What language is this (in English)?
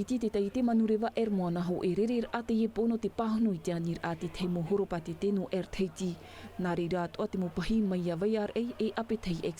Tahitian